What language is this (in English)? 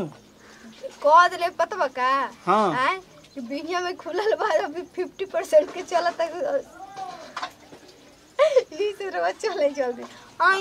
Bhojpuri